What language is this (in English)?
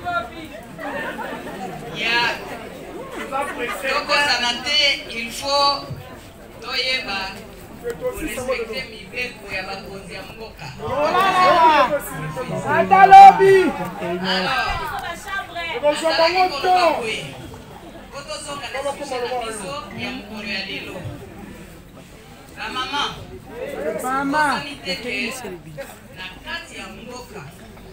Lingala